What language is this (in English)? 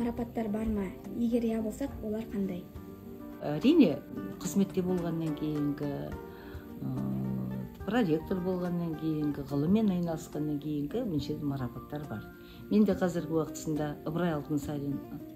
Kazakh